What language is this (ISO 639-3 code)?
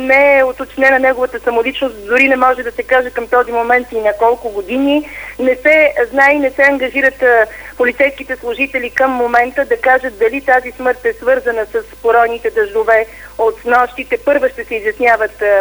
bul